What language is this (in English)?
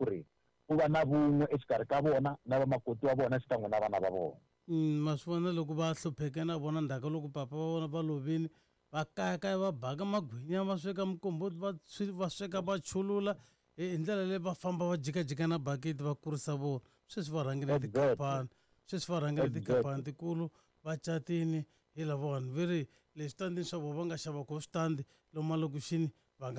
Tsonga